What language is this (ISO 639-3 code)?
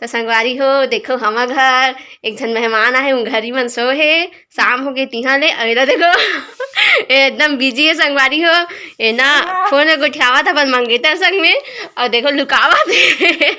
hne